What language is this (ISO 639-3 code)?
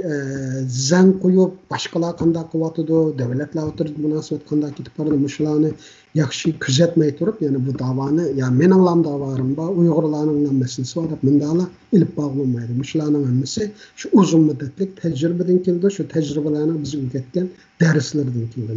uig